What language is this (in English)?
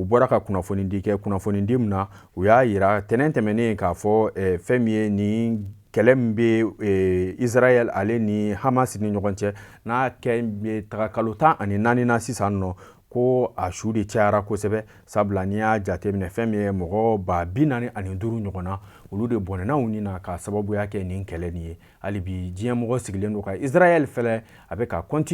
Bambara